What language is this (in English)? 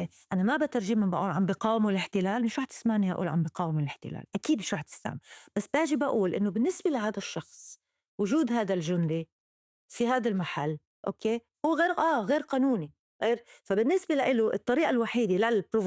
North Levantine Arabic